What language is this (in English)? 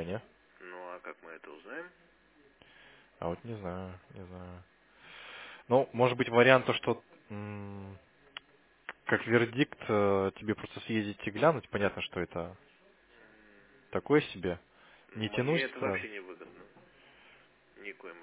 Russian